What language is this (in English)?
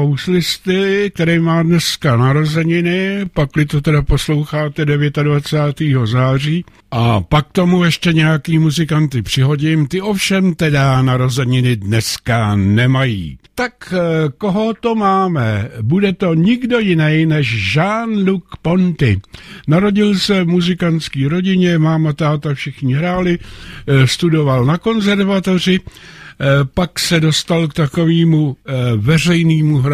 Czech